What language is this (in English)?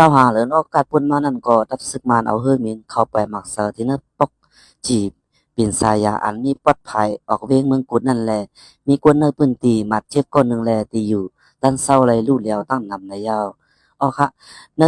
Shan